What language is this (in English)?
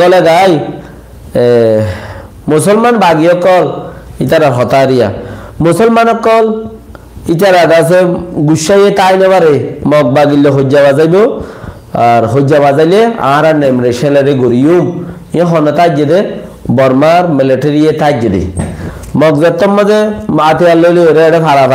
Rohingya